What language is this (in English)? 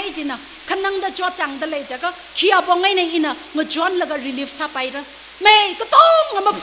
Tangkhul Naga (India)